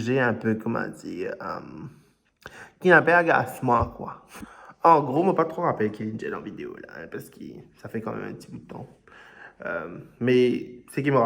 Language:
Morisyen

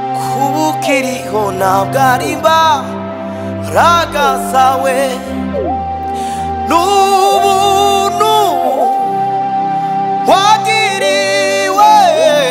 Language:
Kinyarwanda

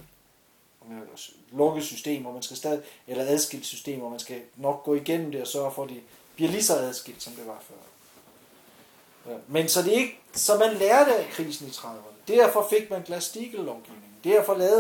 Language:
Danish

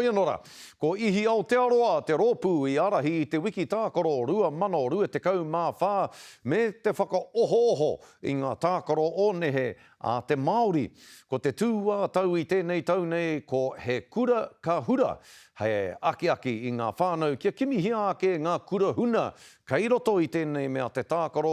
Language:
Māori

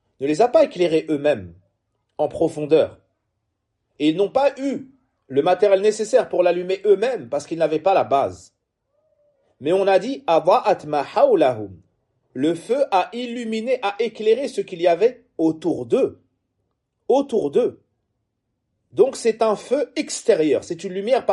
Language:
French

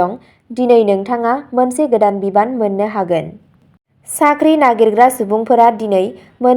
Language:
Bodo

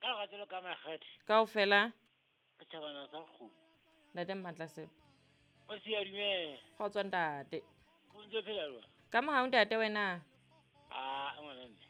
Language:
Southern Sotho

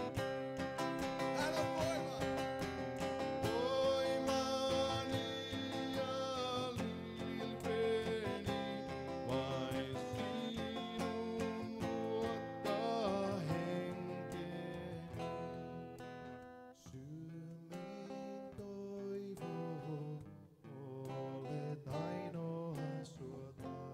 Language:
Finnish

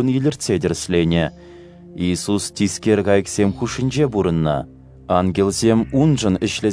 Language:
Chuvash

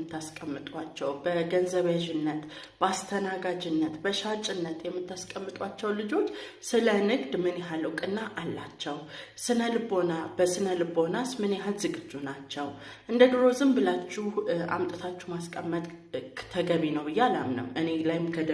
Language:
Amharic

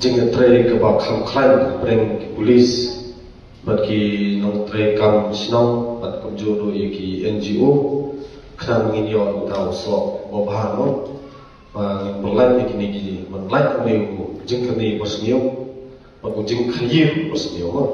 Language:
Khasi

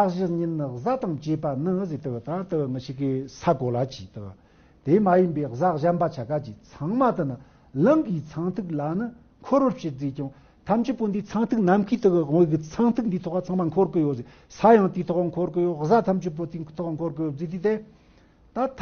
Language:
Tibetan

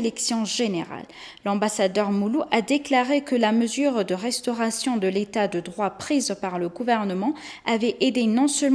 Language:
French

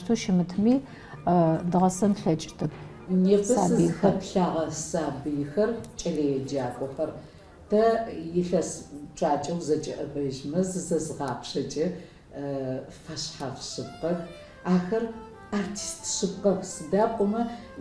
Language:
Adyghe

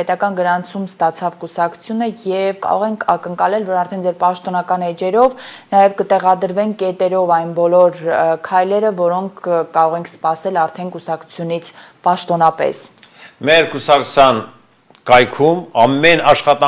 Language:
Armenian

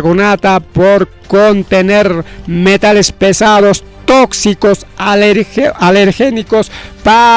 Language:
Ayacucho Quechua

